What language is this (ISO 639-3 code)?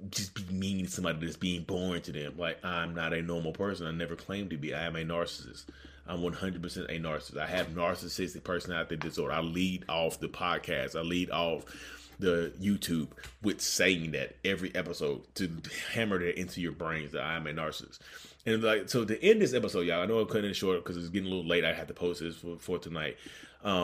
eng